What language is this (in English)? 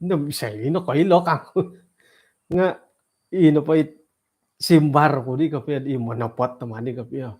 Central Dusun